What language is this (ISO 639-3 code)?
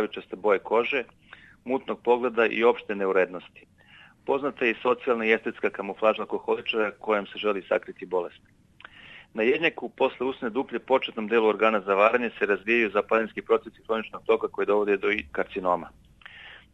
srp